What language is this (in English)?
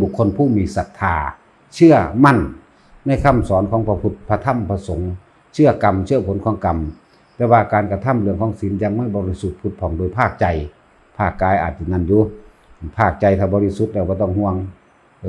Northeastern Thai